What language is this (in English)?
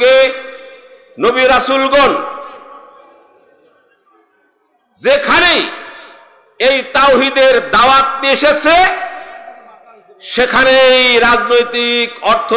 Bangla